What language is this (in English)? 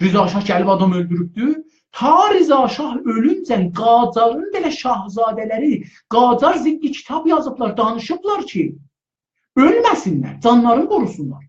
South Azerbaijani